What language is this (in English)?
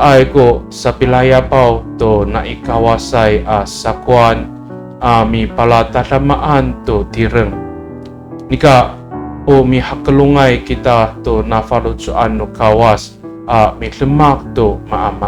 Amis